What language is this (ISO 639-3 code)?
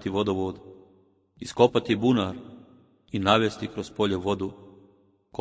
bos